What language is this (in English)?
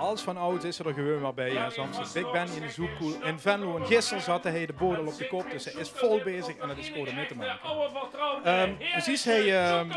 Limburgish